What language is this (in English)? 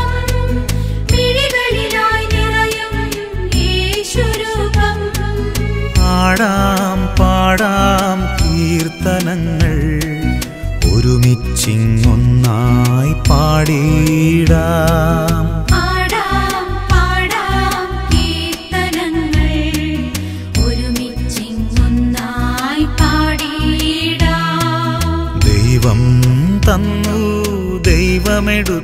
Malayalam